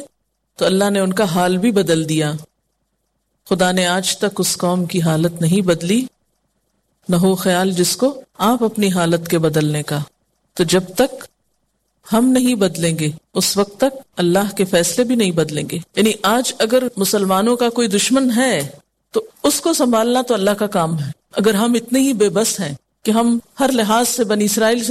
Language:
Urdu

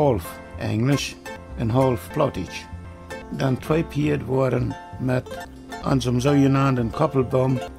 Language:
Plautdietsch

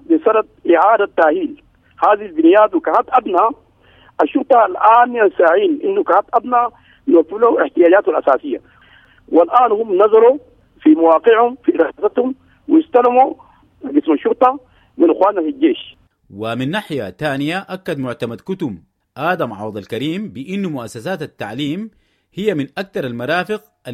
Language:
Sudanese Arabic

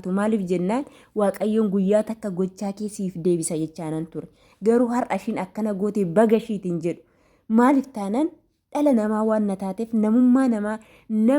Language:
Oromo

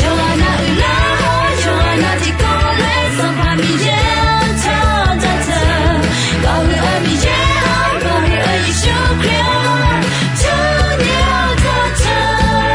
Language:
Akha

